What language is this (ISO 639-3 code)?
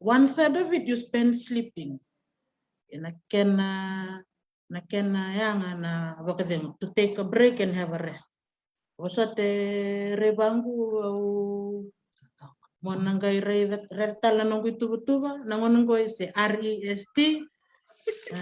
fij